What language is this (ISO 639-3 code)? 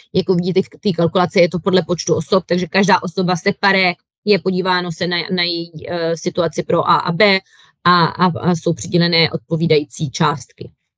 ces